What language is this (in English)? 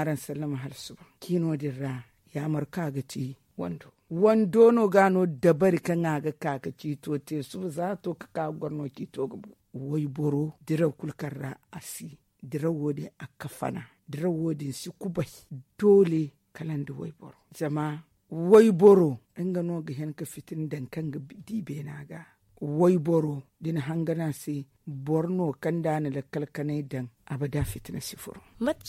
Zarma